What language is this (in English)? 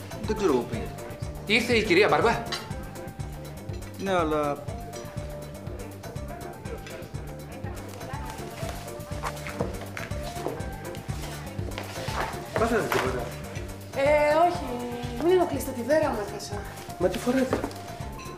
Greek